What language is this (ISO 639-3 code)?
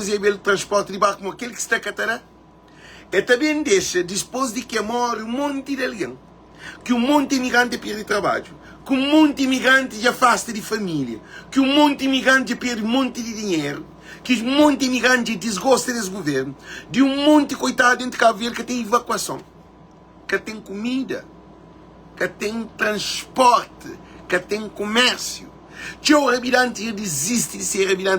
kea